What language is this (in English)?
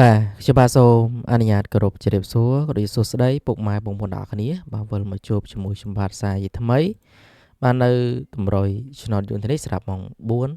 Khmer